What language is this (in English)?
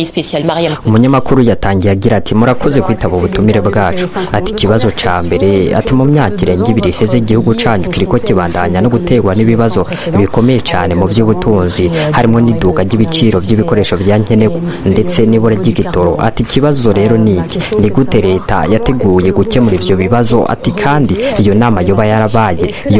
Rundi